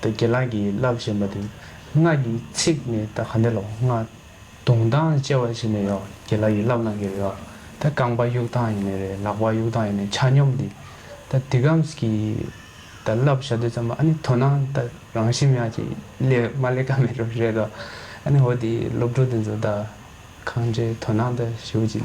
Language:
Tibetan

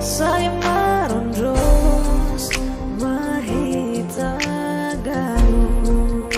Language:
Batak Simalungun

